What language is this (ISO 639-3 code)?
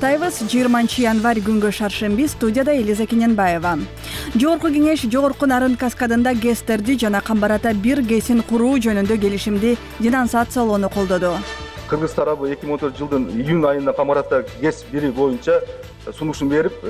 kir